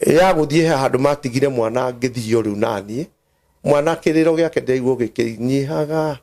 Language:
Kikuyu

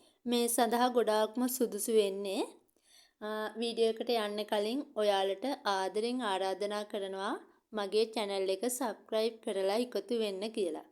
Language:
Sinhala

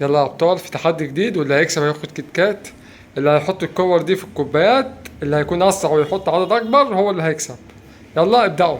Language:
Egyptian Arabic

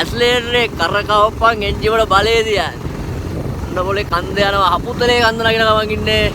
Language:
Sinhala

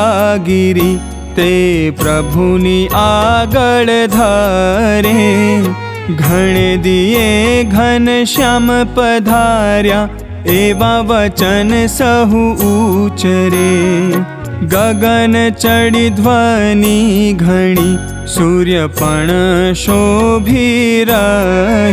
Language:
Gujarati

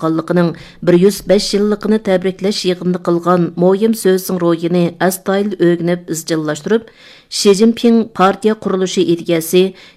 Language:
Uyghur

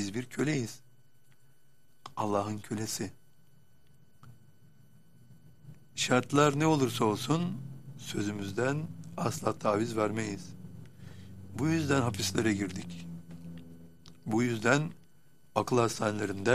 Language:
Turkish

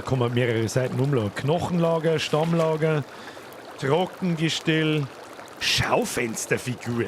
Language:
Bavarian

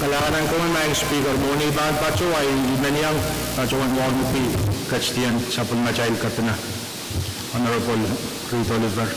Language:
Pohnpeian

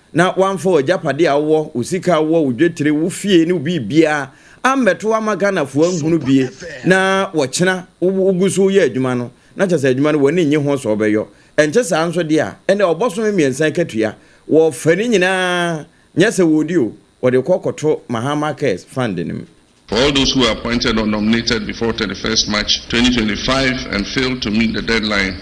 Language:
Akan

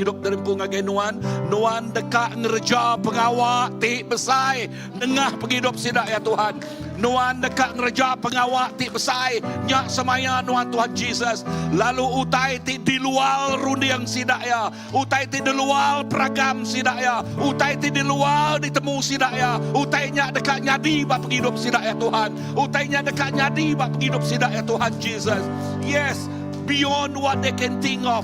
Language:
Iban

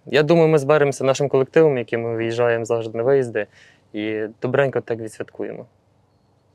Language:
Ukrainian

